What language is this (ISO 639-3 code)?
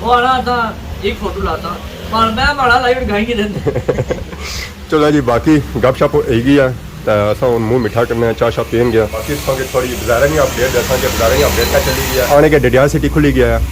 phr